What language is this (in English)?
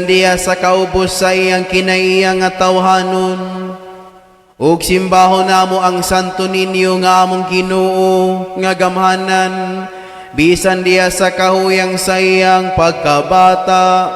Cebuano